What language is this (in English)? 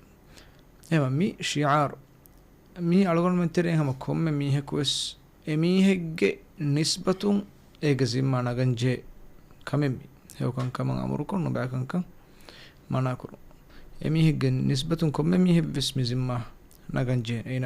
Divehi